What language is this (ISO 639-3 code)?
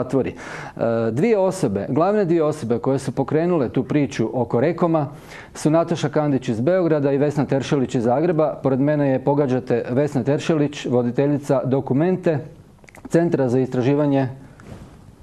hrv